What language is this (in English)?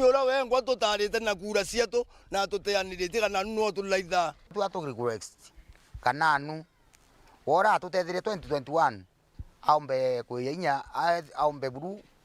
Meru